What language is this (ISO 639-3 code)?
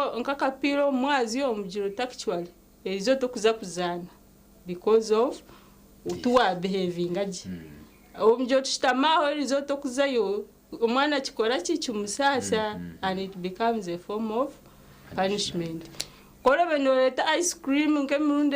nyn